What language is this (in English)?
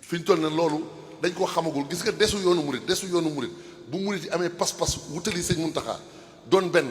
Wolof